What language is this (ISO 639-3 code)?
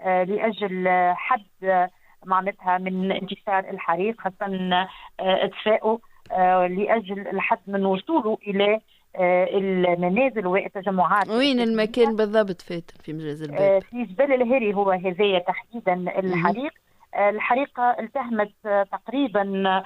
aeb